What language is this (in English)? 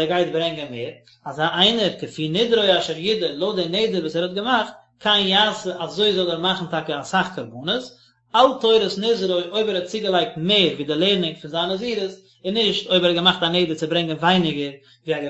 Yiddish